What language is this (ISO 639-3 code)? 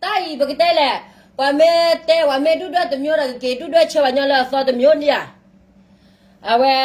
ksw